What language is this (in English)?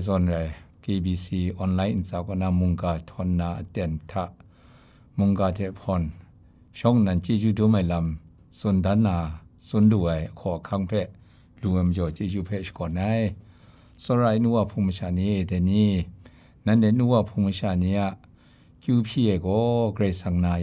Kachin